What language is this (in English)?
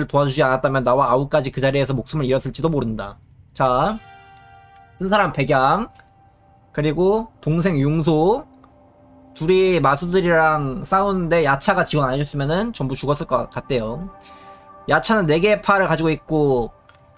Korean